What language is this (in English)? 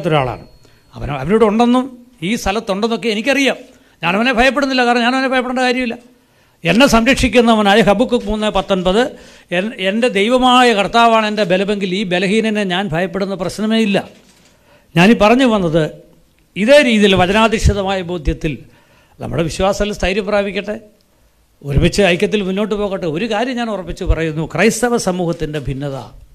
Malayalam